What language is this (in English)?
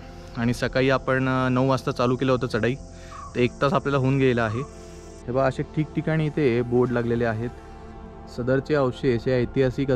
Marathi